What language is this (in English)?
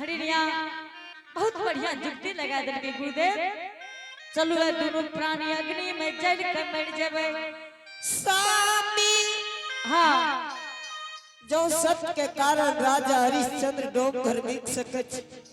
Angika